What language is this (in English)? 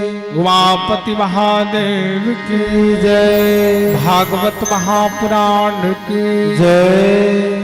Chhattisgarhi